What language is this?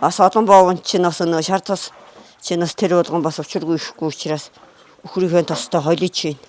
Mongolian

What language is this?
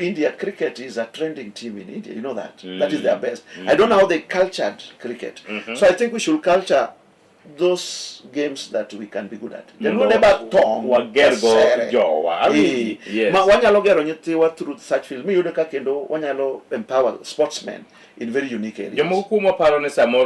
Luo (Kenya and Tanzania)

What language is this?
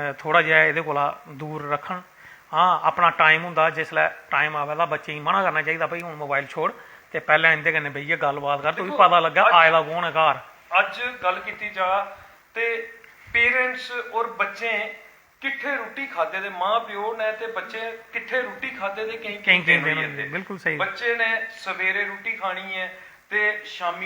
Dogri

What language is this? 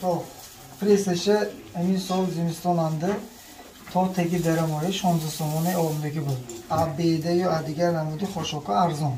Tajik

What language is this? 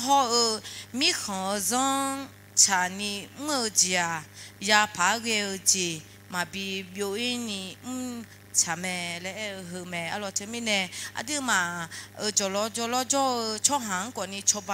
Akha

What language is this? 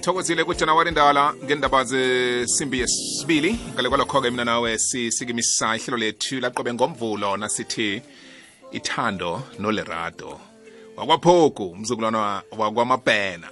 South Ndebele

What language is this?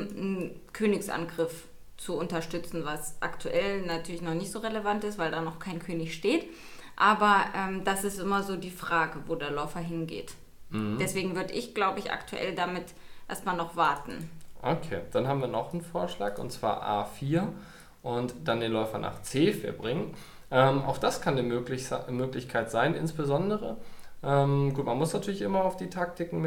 German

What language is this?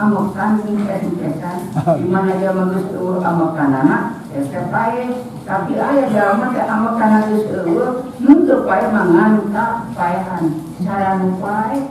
Sundanese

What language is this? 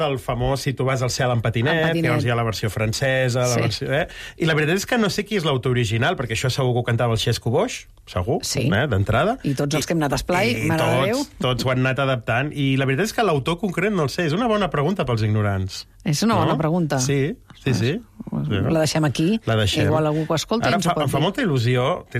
Catalan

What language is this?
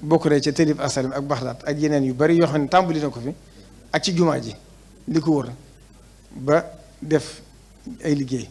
Wolof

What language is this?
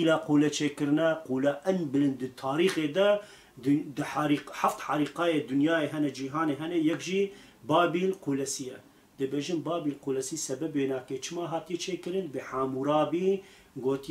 Kurdish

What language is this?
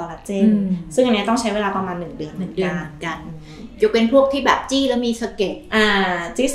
Thai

